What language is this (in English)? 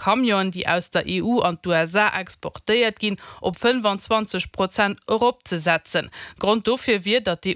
Luxembourgish